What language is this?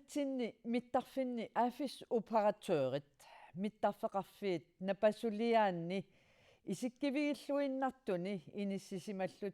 Kalaallisut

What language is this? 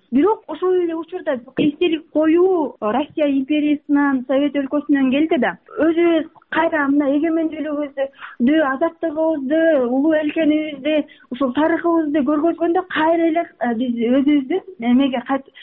Kyrgyz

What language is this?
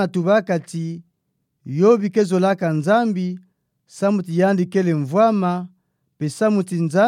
Kituba (Democratic Republic of Congo)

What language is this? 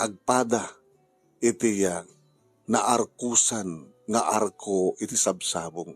Iloko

